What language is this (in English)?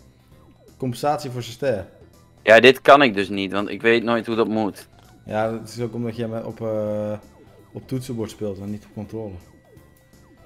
Dutch